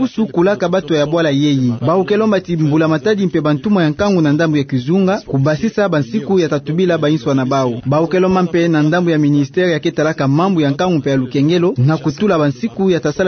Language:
Kituba (Democratic Republic of Congo)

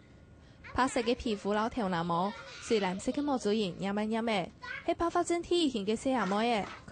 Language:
Hakka Chinese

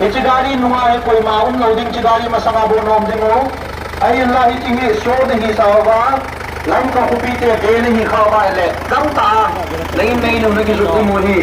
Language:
Paite Chin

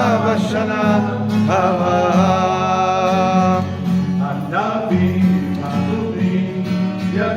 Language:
Ladino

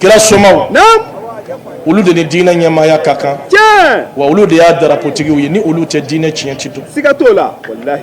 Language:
Bambara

